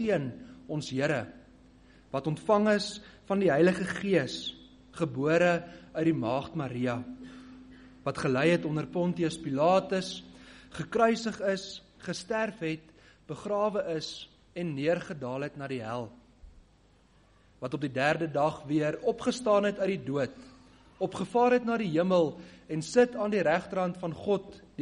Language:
Afrikaans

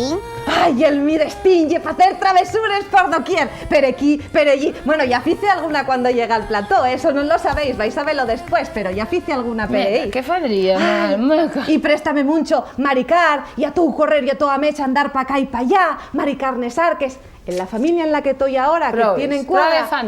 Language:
Asturian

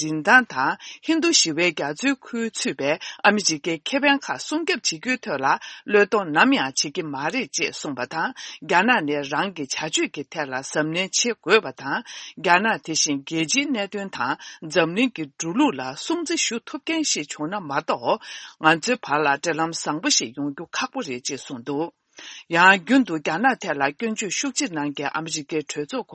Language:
Tibetan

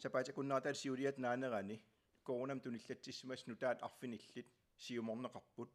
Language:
Kalaallisut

